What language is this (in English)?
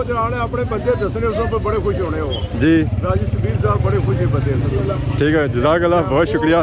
Pahari-Potwari